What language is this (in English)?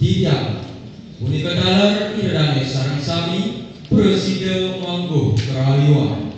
Balinese